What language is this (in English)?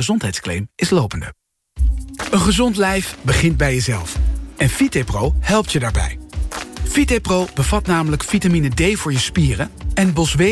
Dutch